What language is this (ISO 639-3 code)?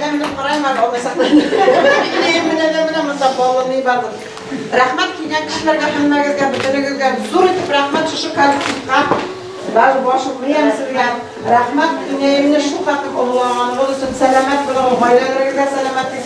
bak